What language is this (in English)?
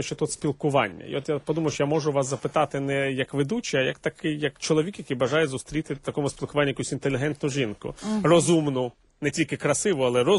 Ukrainian